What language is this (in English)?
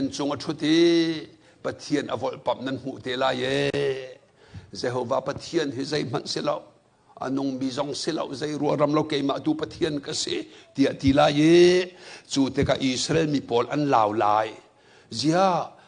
Hakha Chin